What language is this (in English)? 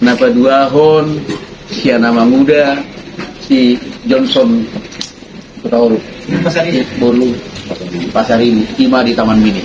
Batak Toba